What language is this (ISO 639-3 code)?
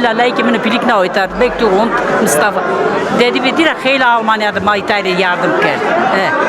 zza